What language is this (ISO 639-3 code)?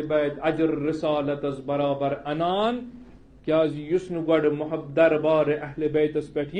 kas